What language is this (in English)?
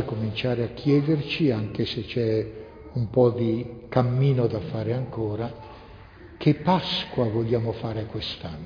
Italian